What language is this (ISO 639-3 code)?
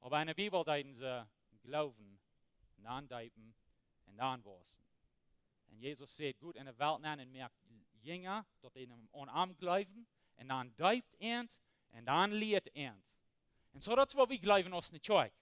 pdt